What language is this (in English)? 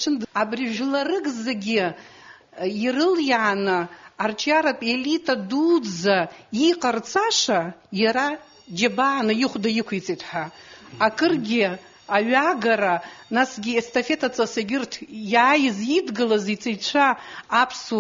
Abkhazian